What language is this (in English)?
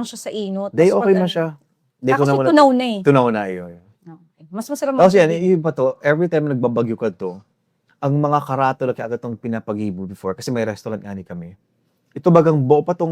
Bikol